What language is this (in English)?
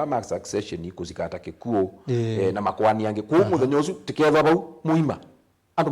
Kamba